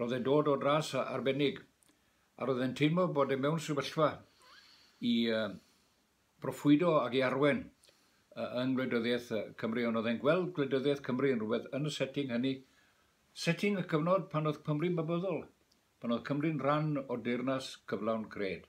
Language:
Welsh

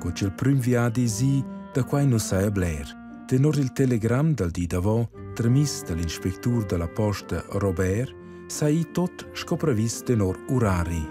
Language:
Romansh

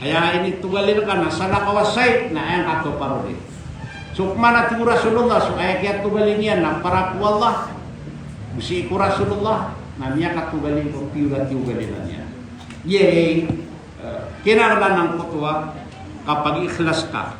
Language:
Maranao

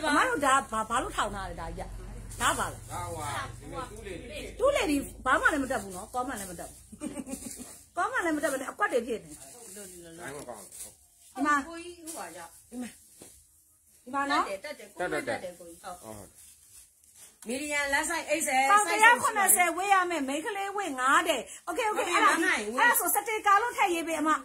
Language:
Burmese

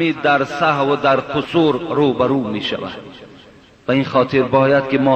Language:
Persian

